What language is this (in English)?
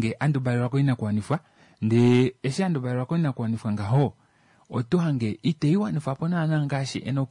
Kuanyama